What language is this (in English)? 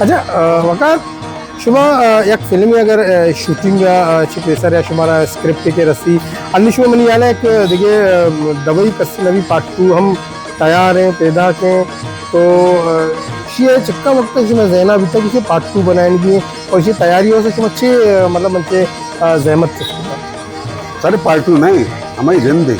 Baluchi